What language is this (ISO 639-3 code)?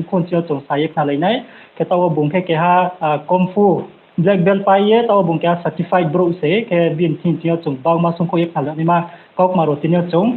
ria